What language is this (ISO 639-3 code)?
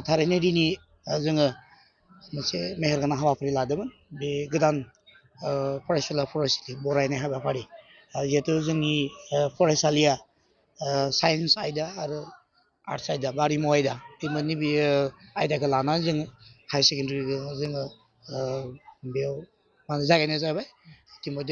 brx